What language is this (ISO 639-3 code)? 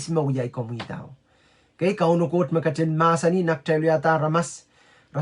pon